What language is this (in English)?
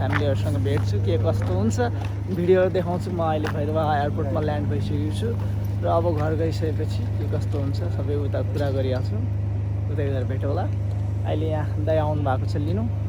Nepali